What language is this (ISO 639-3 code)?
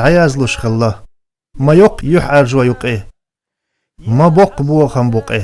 che